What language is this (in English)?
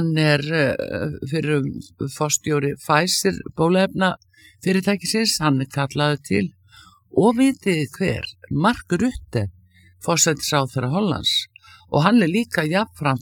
Icelandic